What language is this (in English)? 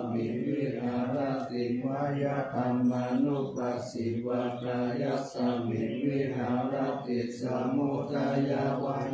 Pali